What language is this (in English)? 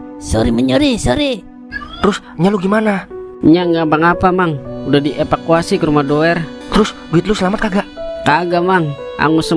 Betawi